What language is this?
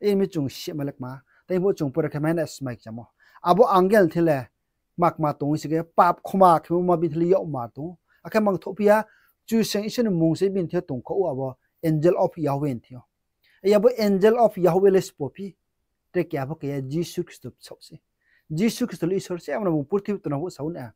Riang (India)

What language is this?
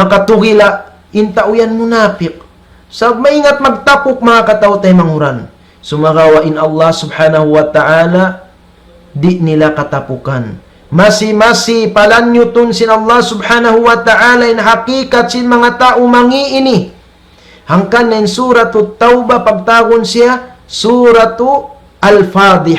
Tausug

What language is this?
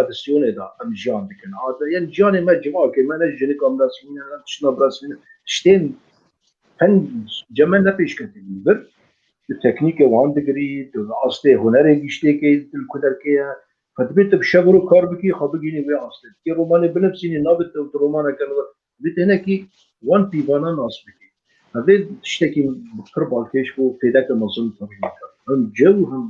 Kurdish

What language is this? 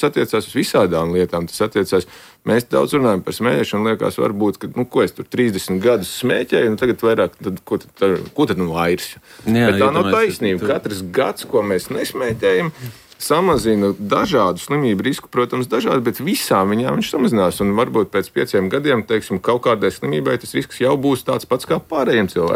Latvian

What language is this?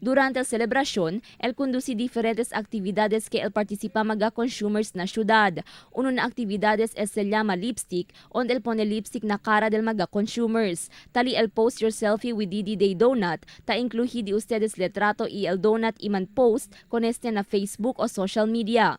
Chavacano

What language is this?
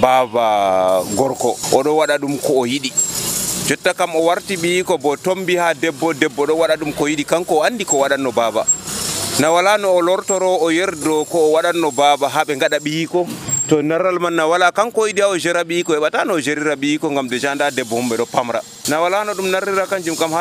Nigerian Fulfulde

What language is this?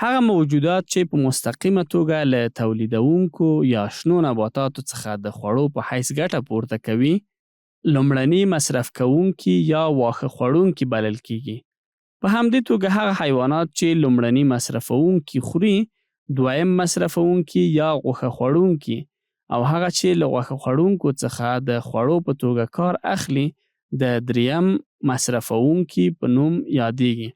Pashto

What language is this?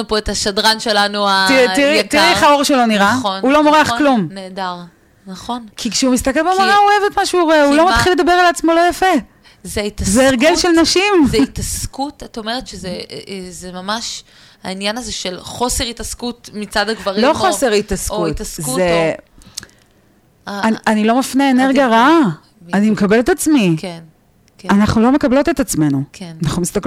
Hebrew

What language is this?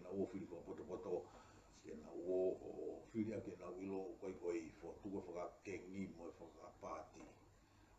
Tongan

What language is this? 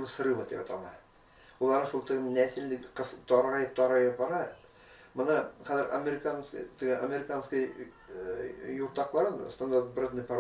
Bashkir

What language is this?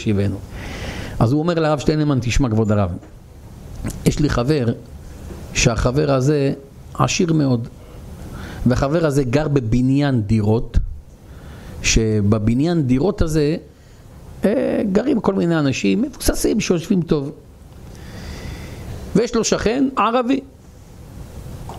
Hebrew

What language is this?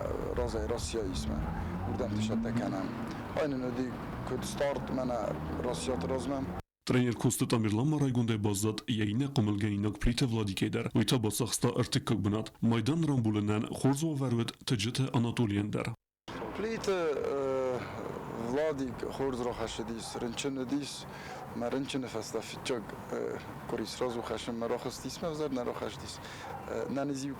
Ossetic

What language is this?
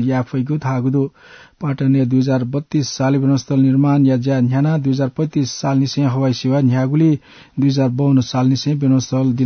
Newari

